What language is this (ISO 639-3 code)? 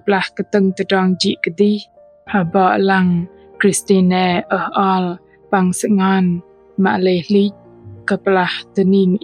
bdq